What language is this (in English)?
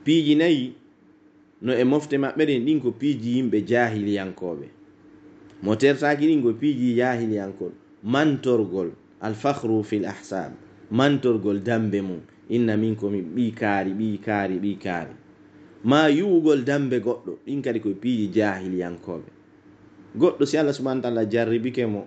Pular